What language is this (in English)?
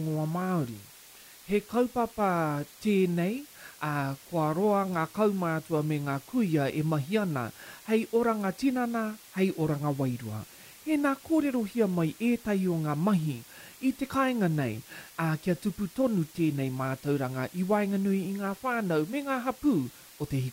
Māori